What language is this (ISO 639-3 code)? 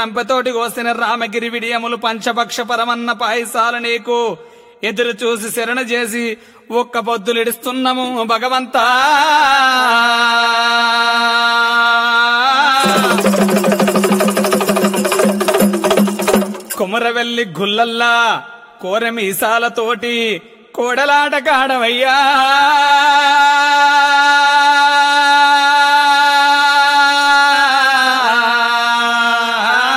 tel